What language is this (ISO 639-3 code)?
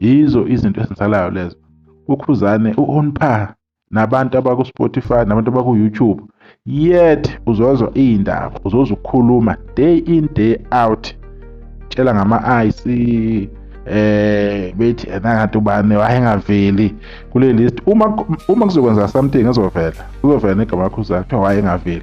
zul